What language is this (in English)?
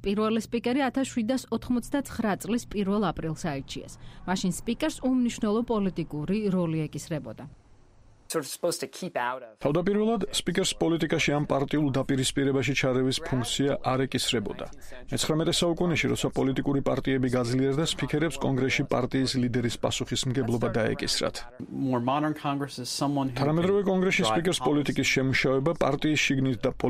Georgian